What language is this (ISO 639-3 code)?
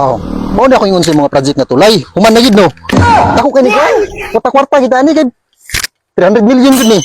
ceb